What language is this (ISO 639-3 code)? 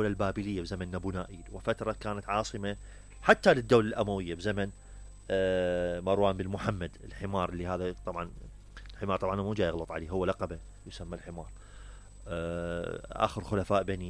acm